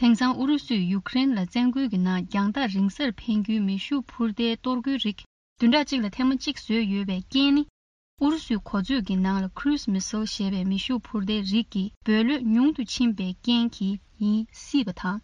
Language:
Tibetan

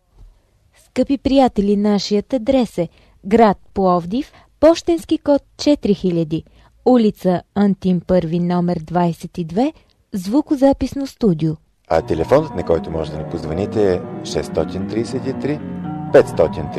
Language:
Bulgarian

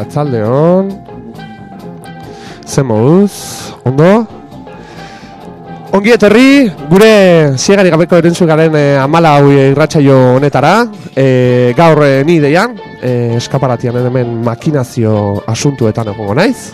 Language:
Basque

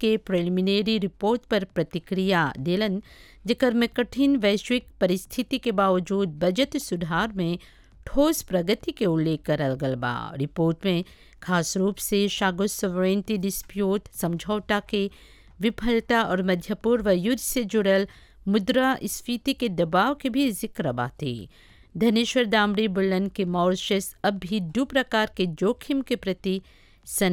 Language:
Bhojpuri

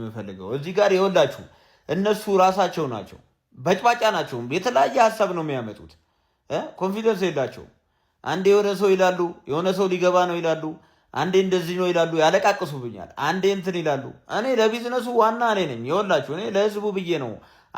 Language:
Amharic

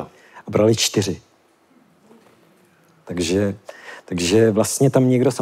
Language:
Czech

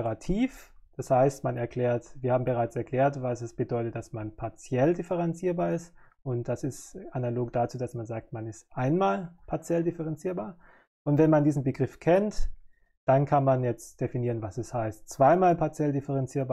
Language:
German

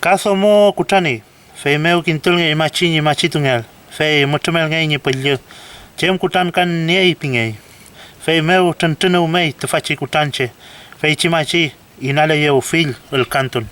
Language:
Mapuche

